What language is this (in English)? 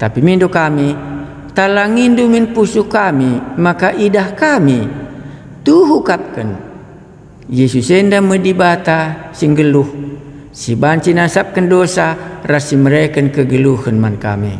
Batak Karo